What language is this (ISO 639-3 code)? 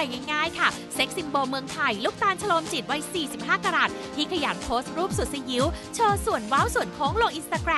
tha